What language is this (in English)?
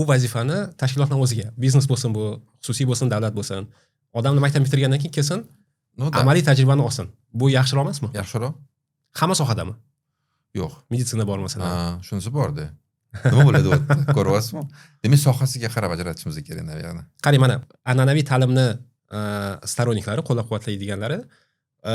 Uzbek